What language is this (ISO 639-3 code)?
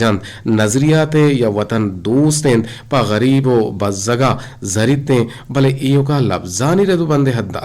bgp